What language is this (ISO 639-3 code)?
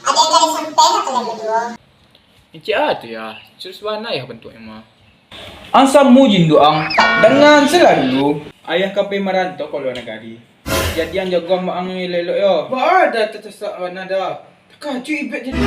min